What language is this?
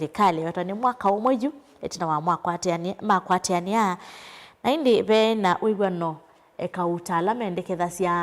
Kamba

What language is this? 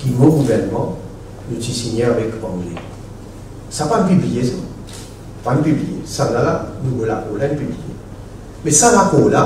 Morisyen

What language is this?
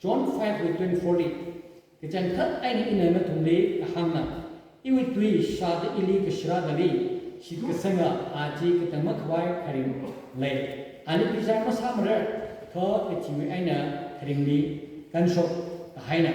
Tangkhul Naga (India)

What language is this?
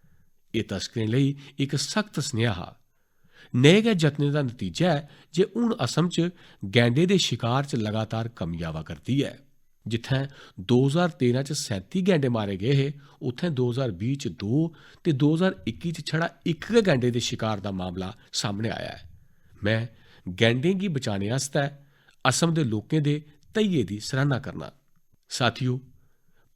Dogri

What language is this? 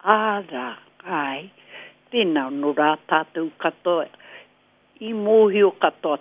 Māori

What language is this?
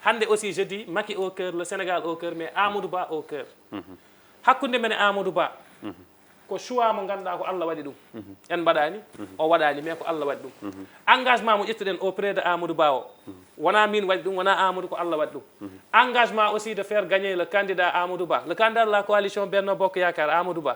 Fula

